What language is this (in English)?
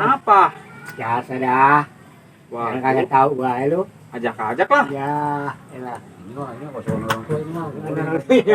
Betawi